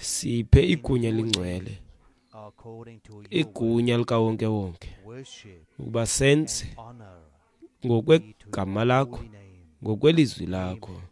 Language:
Xhosa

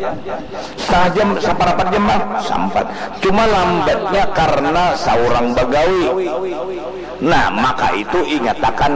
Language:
Banjar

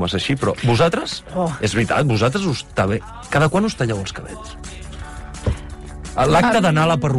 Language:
Catalan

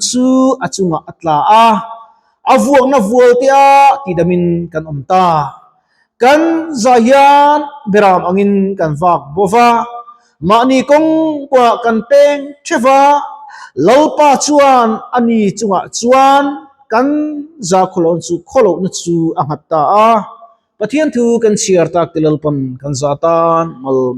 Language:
Mizo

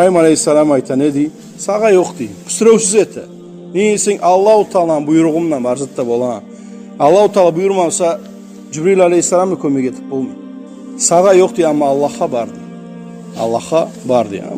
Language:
Kumyk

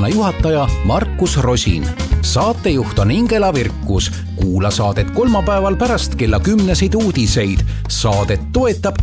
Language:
Estonian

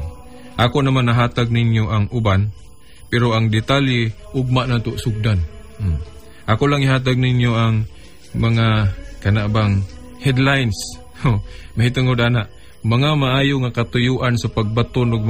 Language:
Cebuano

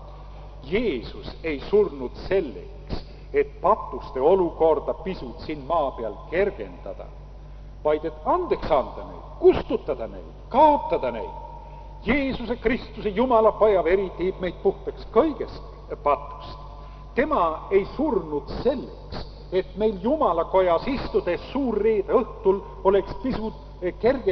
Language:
Estonian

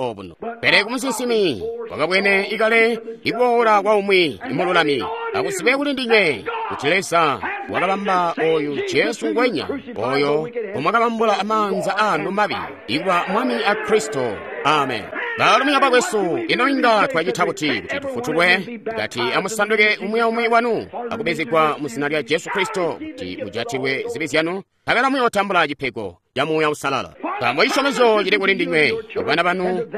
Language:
Tonga (Zambia)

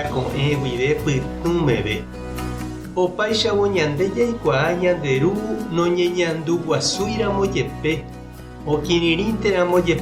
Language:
Guarani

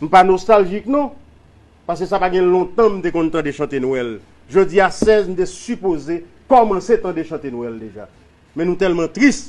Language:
Haitian Creole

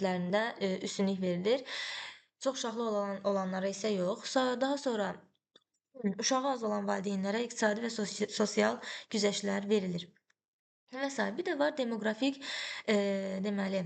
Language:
Azerbaijani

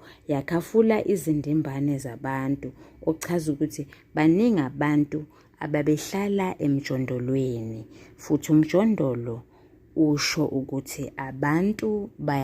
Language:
Zulu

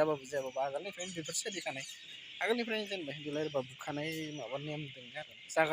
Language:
Bodo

